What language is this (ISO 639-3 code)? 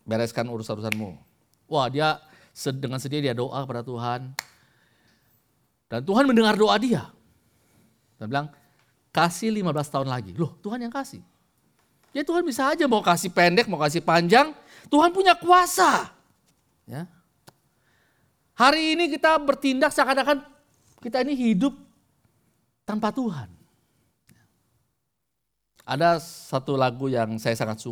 ind